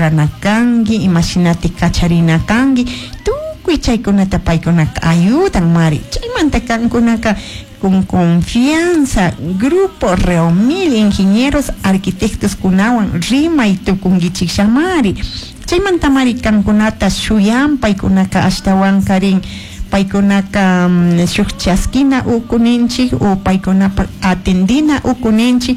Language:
Chimborazo Highland Quichua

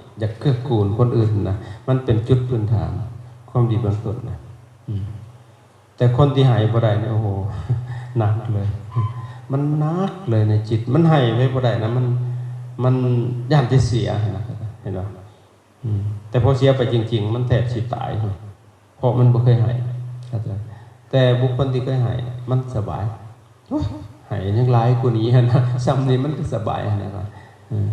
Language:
Lao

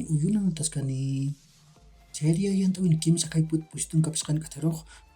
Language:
Aymara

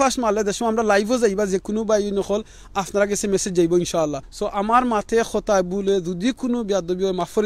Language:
Sylheti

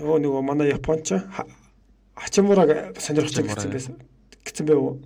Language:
Mongolian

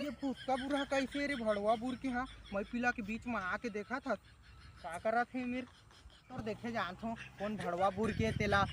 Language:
Chhattisgarhi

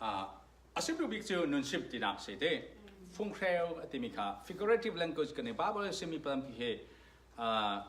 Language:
Falam Chin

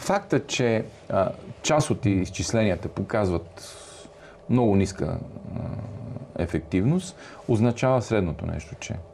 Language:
Bulgarian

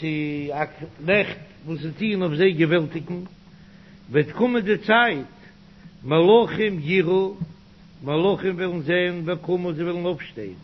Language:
Yiddish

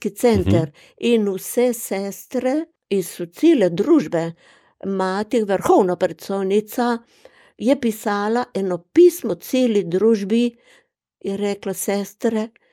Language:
Slovenian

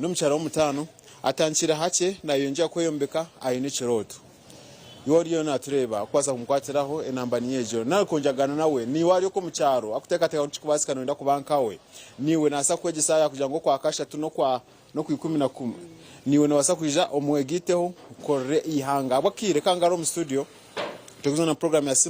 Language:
Nyankole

